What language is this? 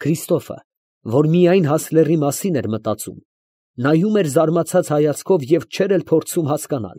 Armenian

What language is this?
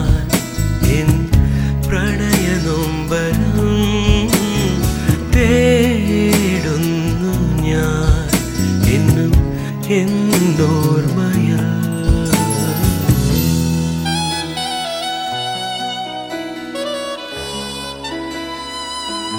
Malayalam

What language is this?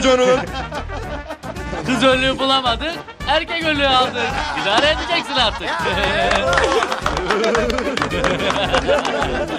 Turkish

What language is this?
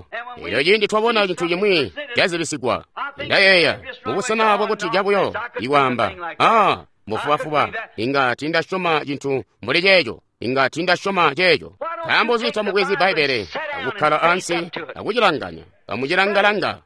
Tonga (Zambia)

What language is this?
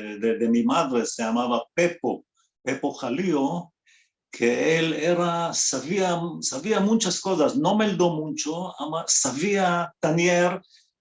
Ladino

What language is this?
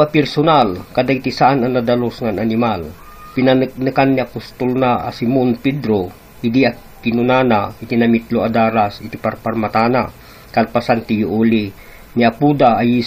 Iloko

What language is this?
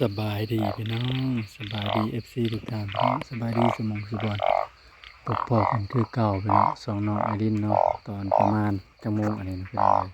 Northeastern Thai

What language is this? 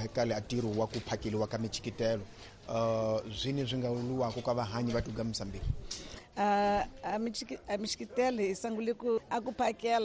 Tsonga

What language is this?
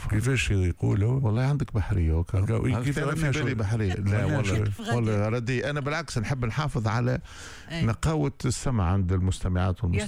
Tunisian Arabic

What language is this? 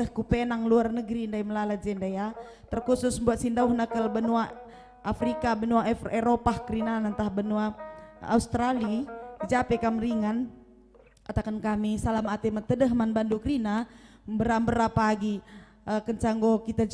Batak Karo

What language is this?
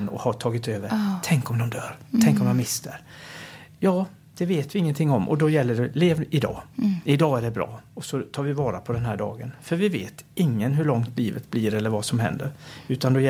Swedish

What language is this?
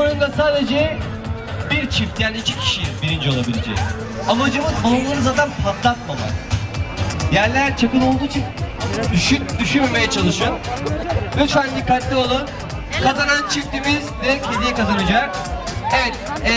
Turkish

